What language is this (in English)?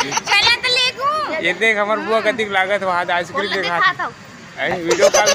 Chhattisgarhi